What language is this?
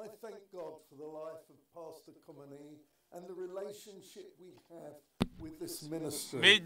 Ewe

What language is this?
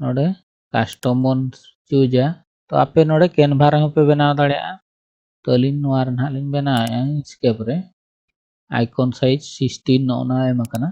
Santali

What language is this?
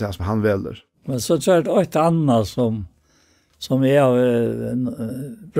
Faroese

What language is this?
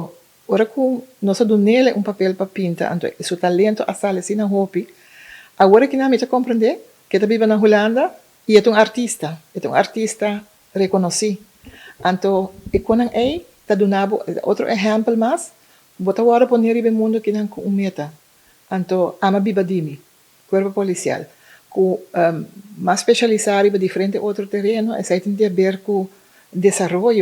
Papiamento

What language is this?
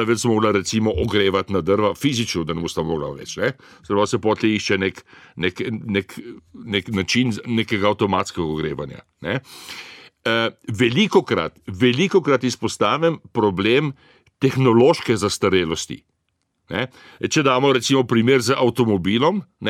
Slovenian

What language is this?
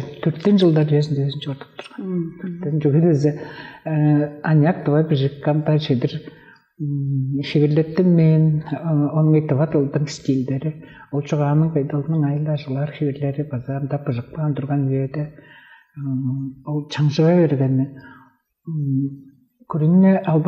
Tuvinian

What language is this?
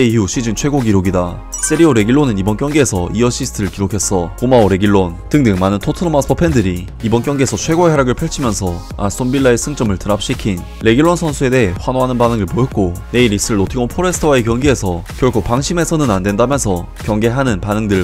Korean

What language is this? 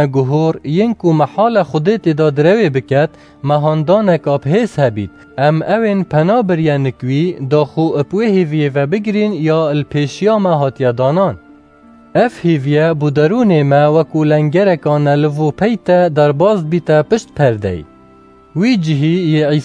Kurdish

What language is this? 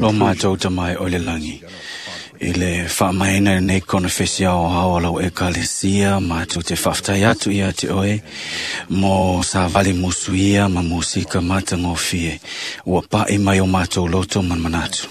Samoan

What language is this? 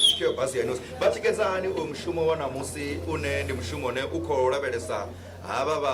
Venda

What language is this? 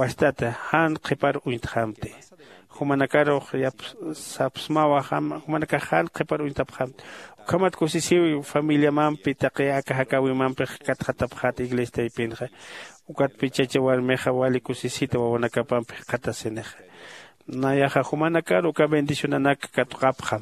Aymara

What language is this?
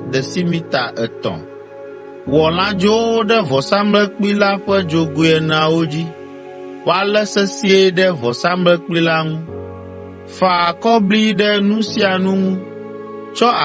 Ewe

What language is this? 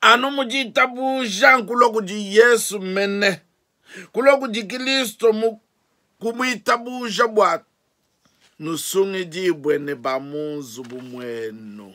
Luba-Lulua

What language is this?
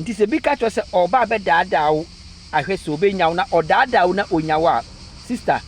Akan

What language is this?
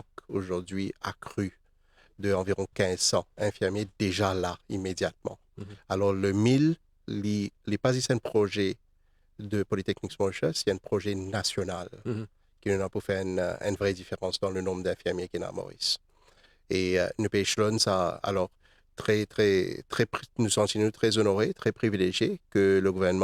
Morisyen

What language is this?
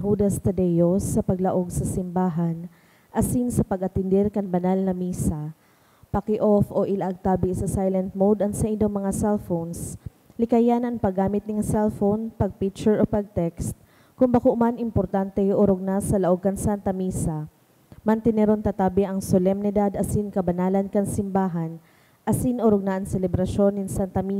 Bikol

